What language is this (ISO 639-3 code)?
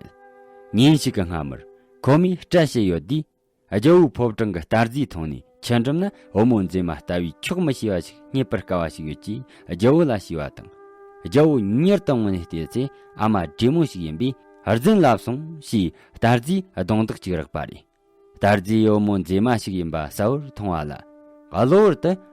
bod